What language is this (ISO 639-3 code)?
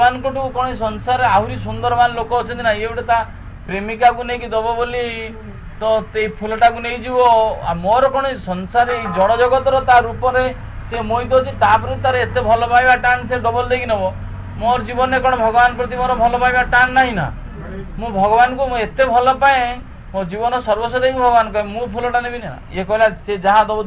ori